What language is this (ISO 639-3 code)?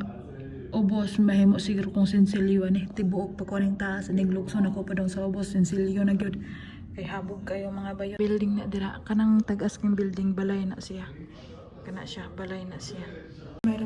ceb